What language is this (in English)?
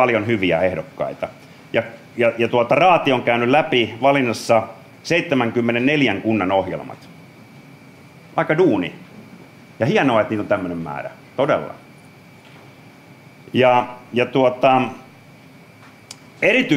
Finnish